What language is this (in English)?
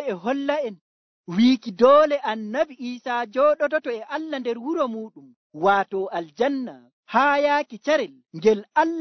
Nigerian Fulfulde